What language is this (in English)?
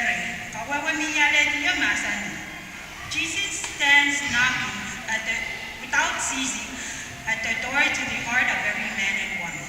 Pohnpeian